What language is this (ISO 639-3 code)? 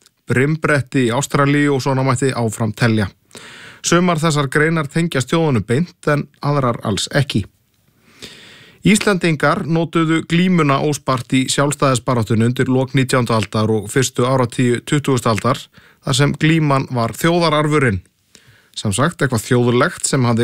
isl